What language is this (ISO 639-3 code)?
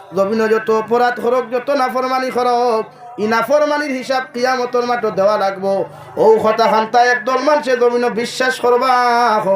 syl